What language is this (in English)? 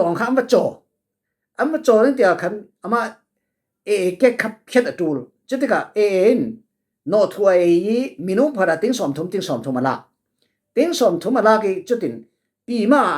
Falam Chin